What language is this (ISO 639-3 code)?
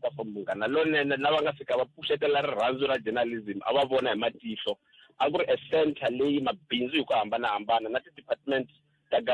tso